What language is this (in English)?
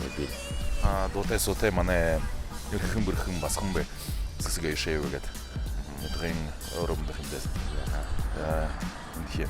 Buriat